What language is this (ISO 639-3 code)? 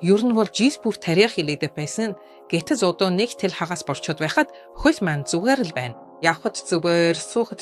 mon